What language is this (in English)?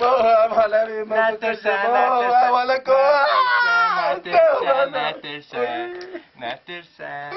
Kurdish